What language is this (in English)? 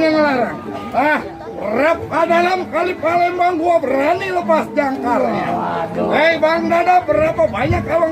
Betawi